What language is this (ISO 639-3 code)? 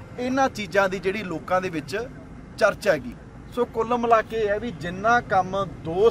pan